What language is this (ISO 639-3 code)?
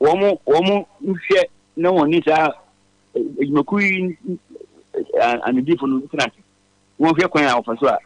aka